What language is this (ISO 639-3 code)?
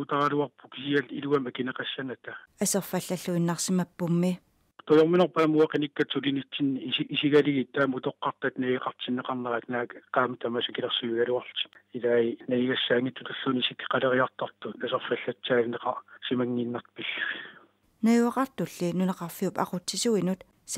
kal